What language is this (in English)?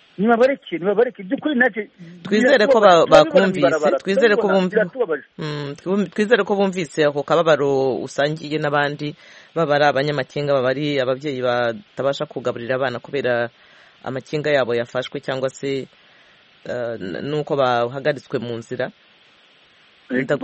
Kinyarwanda